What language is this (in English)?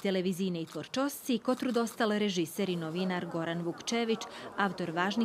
Rusyn